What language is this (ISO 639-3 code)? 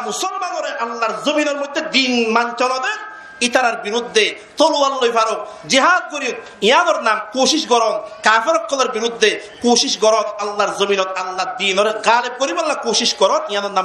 rhg